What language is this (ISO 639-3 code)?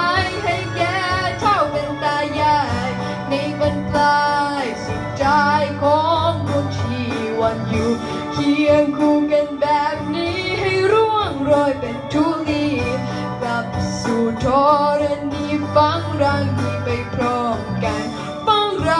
tha